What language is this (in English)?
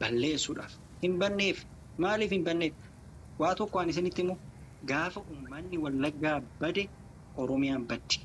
Oromo